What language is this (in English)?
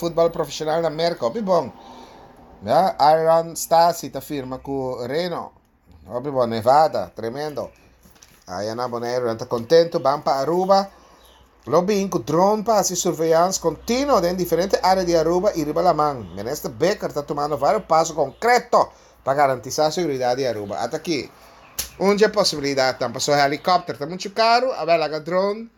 Papiamento